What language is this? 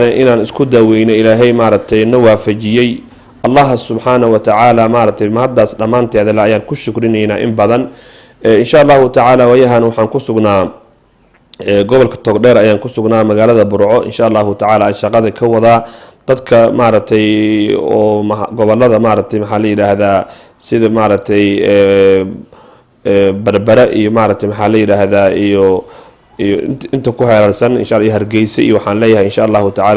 Somali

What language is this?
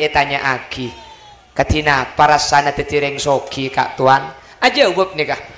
Madurese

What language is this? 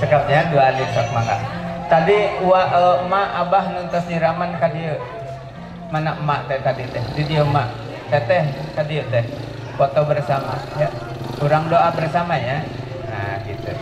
Sundanese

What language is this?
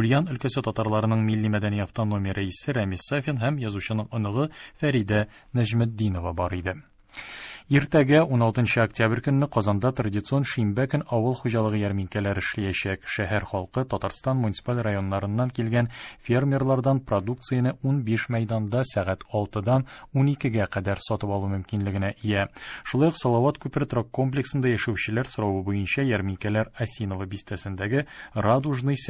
Tatar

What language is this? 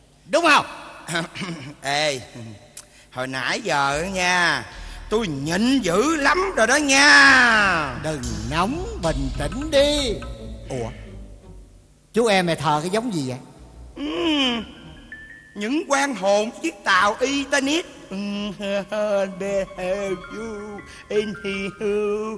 Vietnamese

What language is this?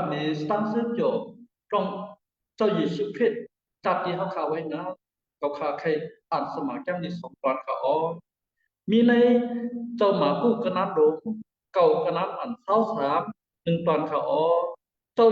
Shan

